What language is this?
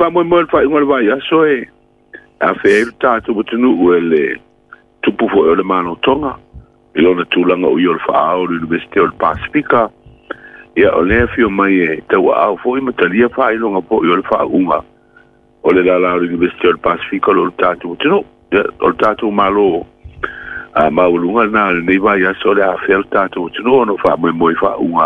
Samoan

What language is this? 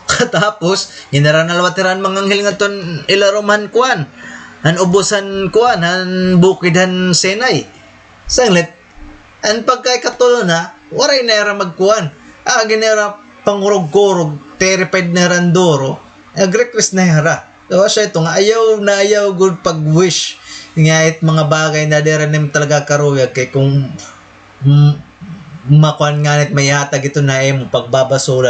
Waray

